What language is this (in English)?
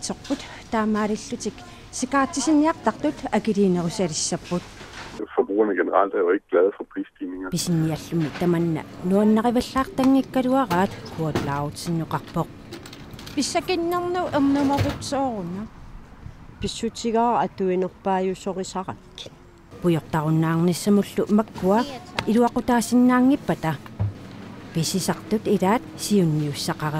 Kalaallisut